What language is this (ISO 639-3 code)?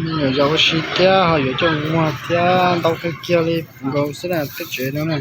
hmn